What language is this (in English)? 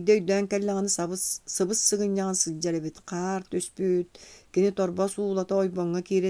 Yakut